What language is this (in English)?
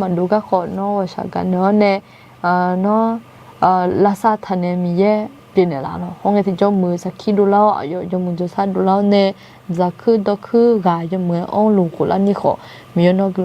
Akha